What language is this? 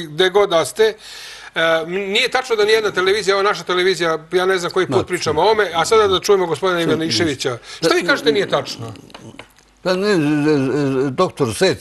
Serbian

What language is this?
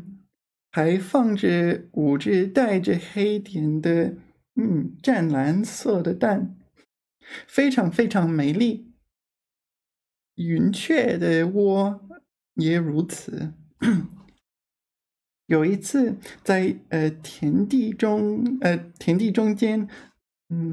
Chinese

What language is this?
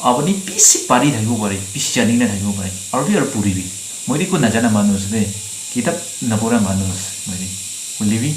Naga Pidgin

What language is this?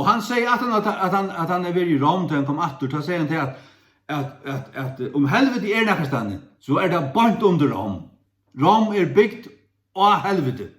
Faroese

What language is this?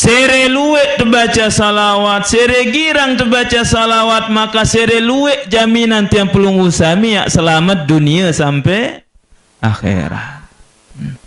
Sasak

